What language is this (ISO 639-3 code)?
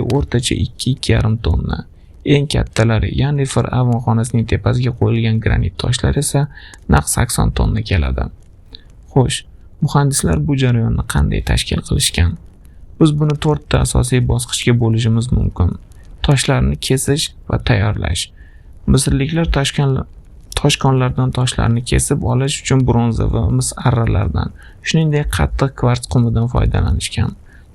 uzb